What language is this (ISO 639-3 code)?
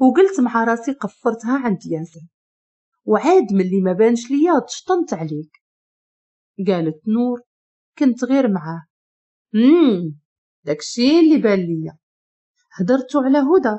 ary